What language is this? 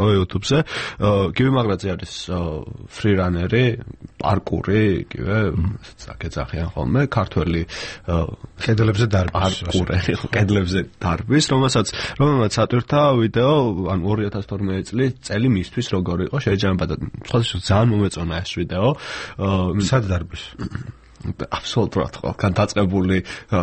Georgian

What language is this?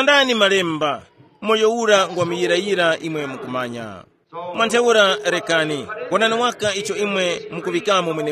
Tumbuka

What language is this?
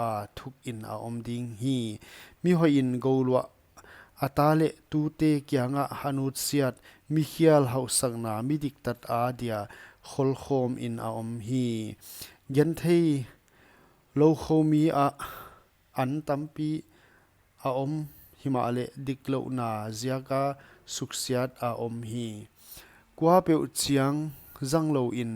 Paite Chin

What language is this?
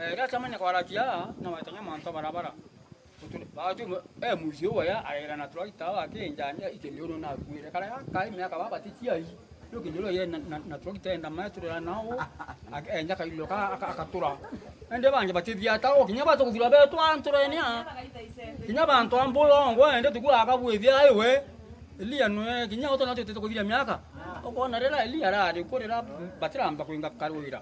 Meru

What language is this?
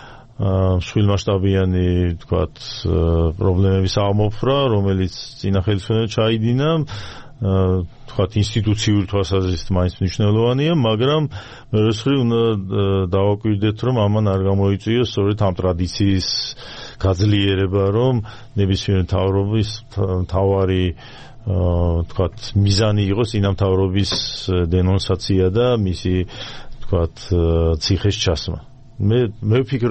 Georgian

